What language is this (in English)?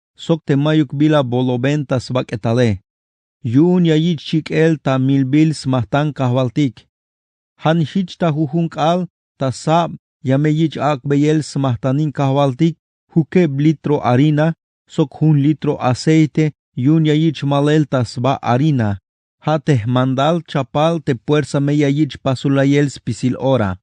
Tzeltal